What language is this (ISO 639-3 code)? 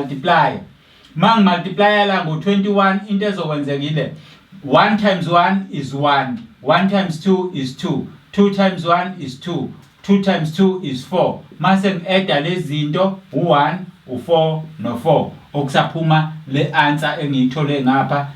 zul